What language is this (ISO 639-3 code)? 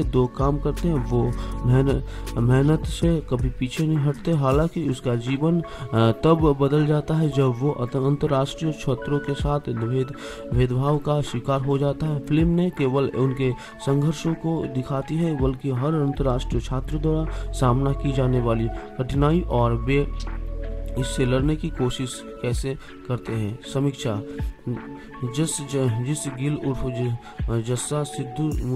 hin